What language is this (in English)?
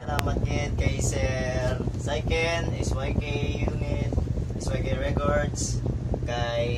Hiligaynon